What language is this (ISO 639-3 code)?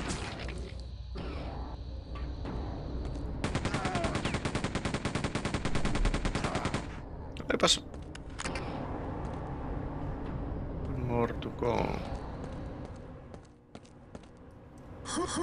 fin